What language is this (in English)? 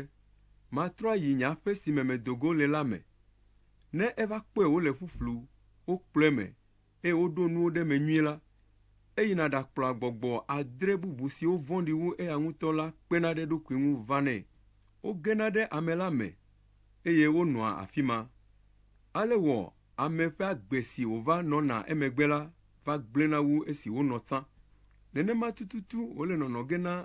Ewe